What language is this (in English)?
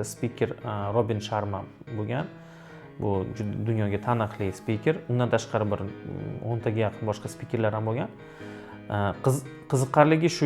Uzbek